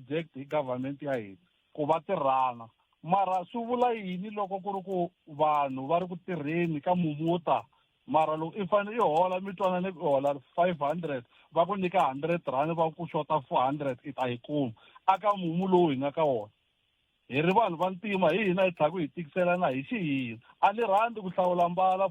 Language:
Tsonga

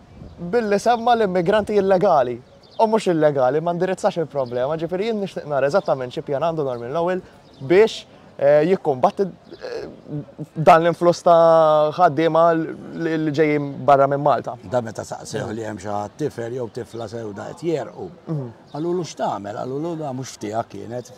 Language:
Maltese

